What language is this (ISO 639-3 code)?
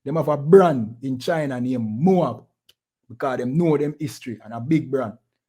jam